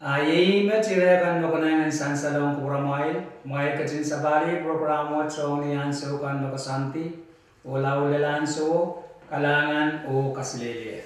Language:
Pohnpeian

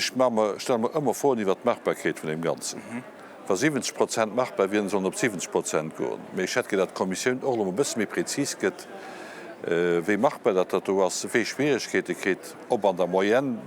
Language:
Luxembourgish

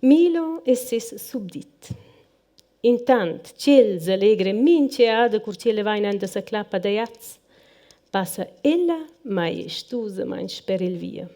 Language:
Romansh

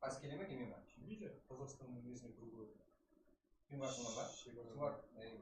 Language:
Kara-Kalpak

